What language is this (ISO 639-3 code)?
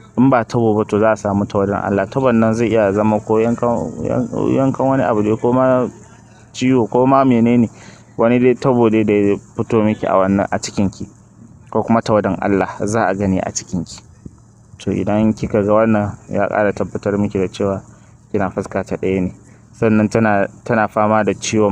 hau